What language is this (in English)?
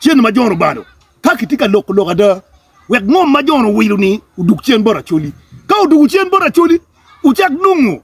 Acoli